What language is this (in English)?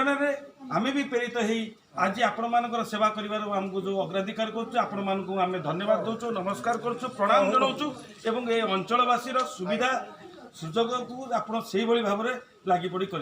Odia